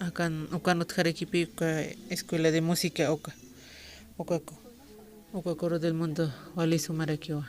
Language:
Aymara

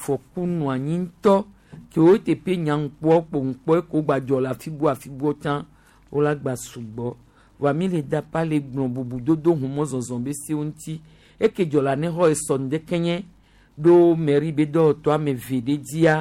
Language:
Gen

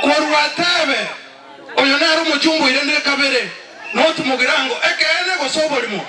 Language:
Gusii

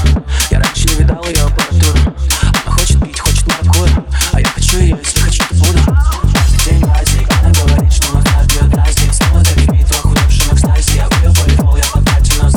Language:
Russian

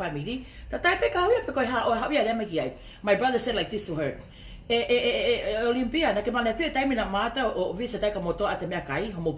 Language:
Tongan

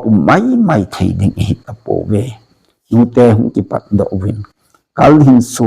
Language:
Thado Chin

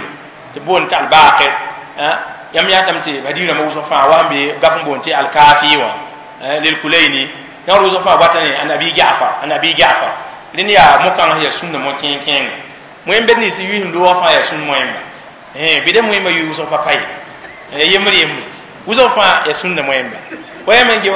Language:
Mossi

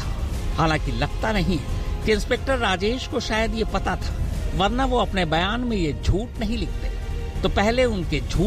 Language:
Hindi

